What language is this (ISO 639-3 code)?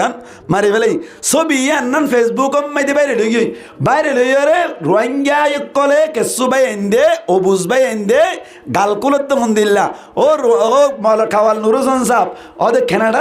rhg